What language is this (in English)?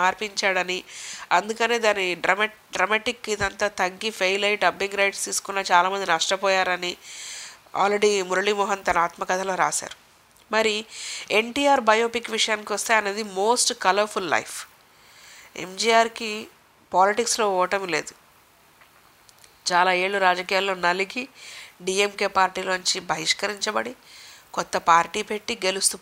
Telugu